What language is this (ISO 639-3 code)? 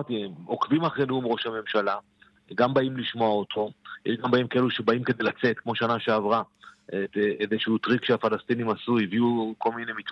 heb